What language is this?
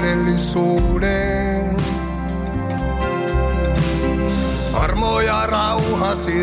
Finnish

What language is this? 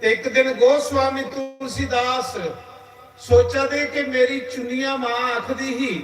Dogri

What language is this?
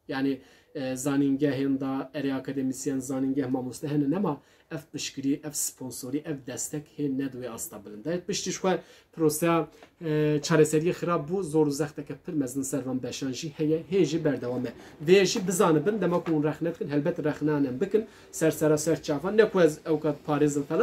Kurdish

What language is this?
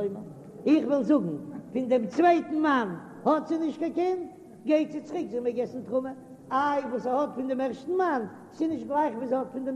Yiddish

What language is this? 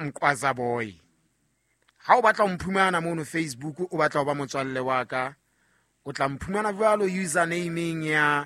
Southern Sotho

